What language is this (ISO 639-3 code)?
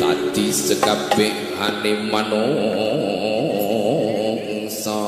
mad